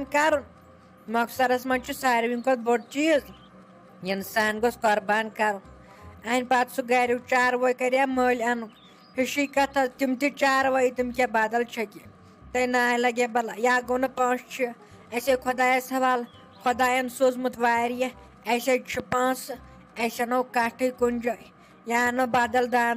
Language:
Kashmiri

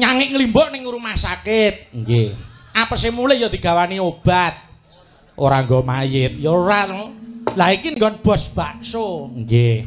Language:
Javanese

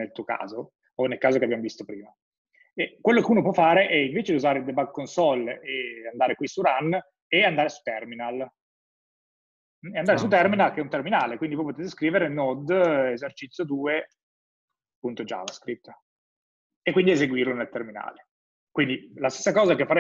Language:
Italian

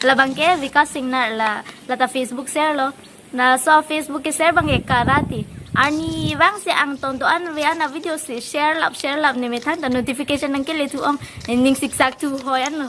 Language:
Karbi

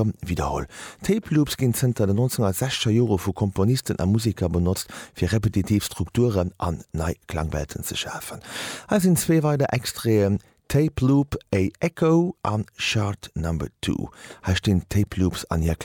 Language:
Luxembourgish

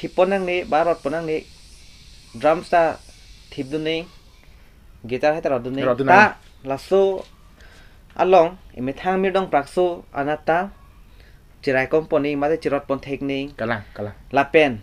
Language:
Karbi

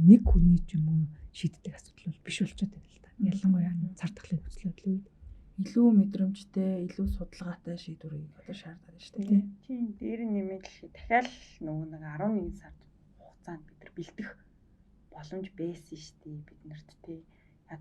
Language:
Mongolian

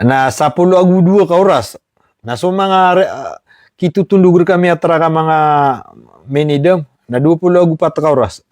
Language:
Maranao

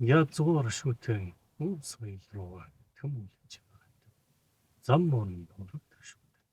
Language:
Mongolian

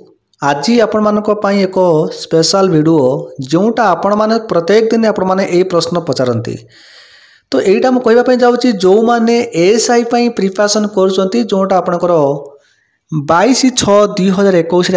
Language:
Odia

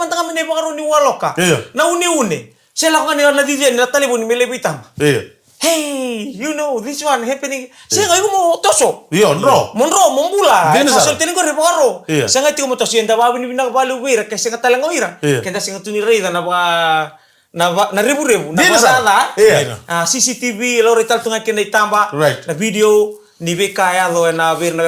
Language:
Fijian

